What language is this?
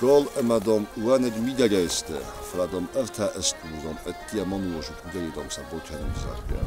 Ossetic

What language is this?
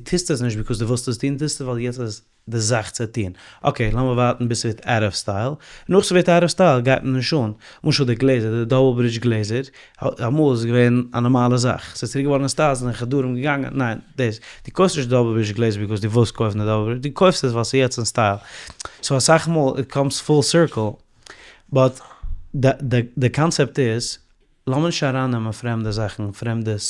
Yiddish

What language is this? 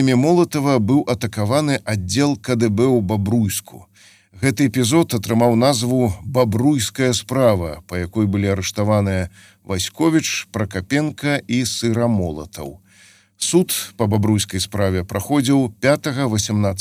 Belarusian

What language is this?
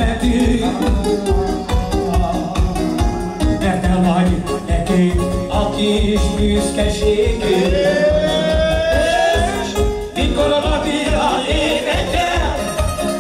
Hungarian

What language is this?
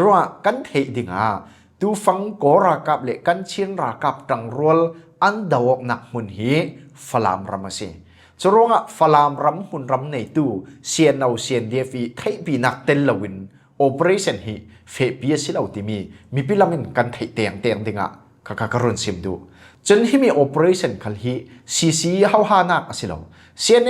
Falam Chin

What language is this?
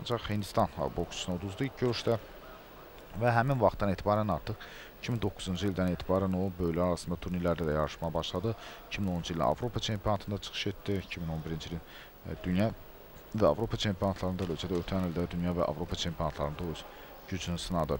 Azerbaijani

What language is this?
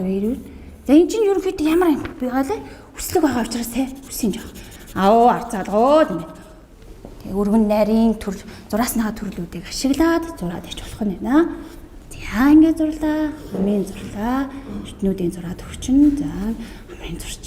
Mongolian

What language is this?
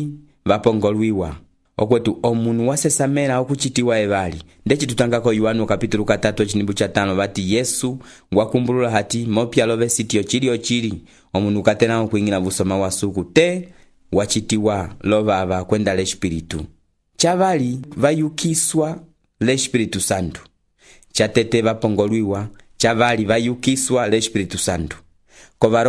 Umbundu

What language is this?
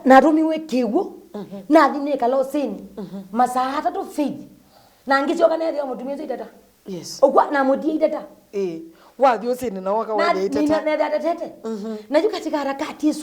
Kamba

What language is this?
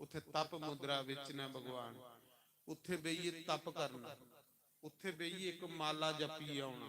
Dogri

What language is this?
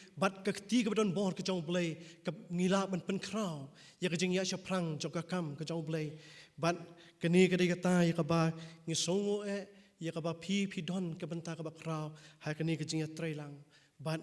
Khasi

